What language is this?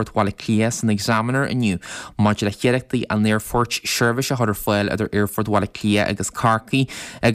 Irish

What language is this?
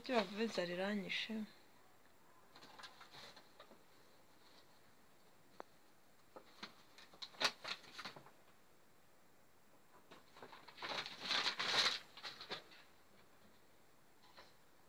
Kinyarwanda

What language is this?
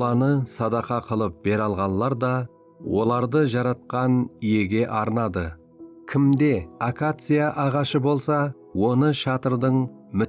Kara-Kalpak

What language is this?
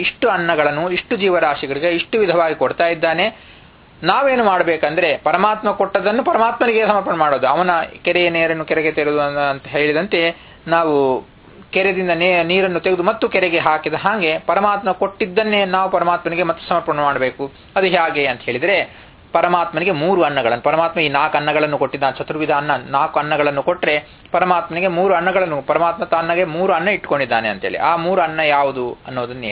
Kannada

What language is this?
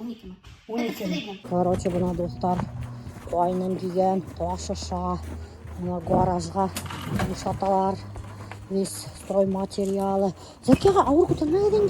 Bashkir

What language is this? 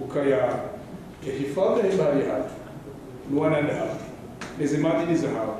Ngazidja Comorian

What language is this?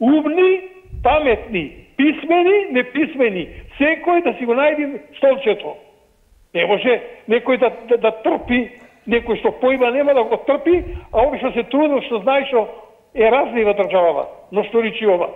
Macedonian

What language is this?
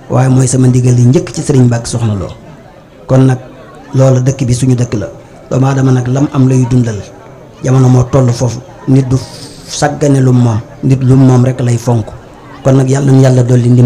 Wolof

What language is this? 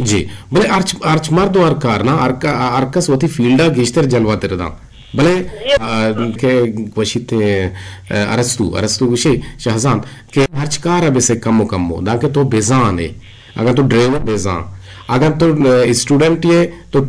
Eastern Balochi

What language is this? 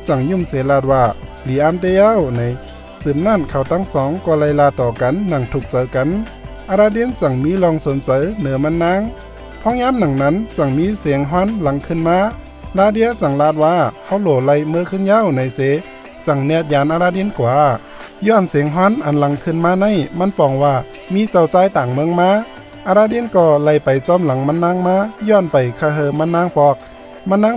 Shan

